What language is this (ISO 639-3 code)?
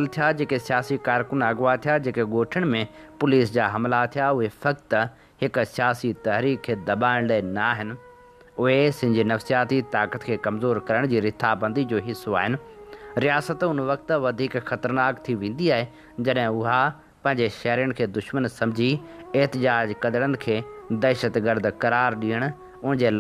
snd